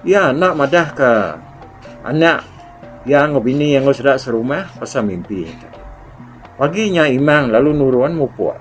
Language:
Iban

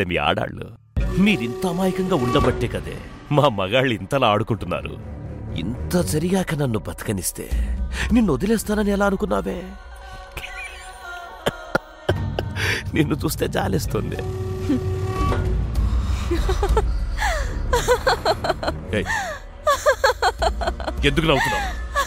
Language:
Telugu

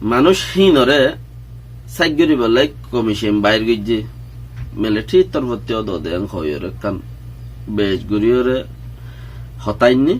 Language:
Rohingya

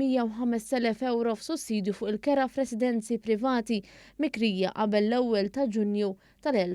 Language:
Maltese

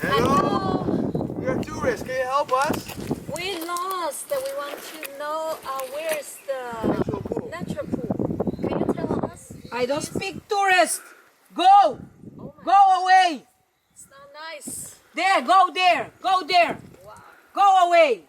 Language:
Papiamento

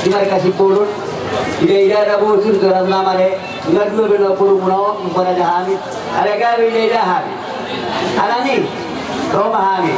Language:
Batak Toba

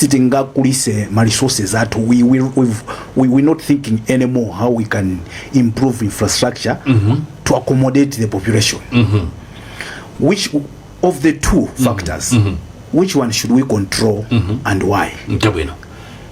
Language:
Nyanja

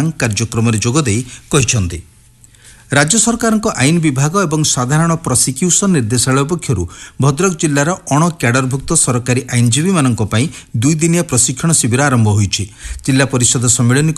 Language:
Odia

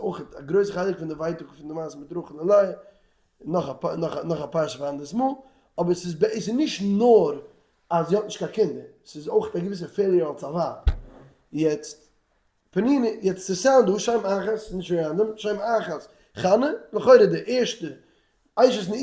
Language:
Yiddish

